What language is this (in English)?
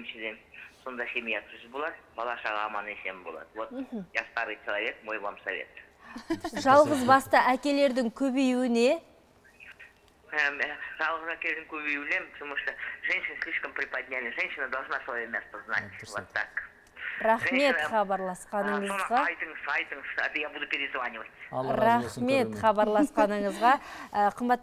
Kazakh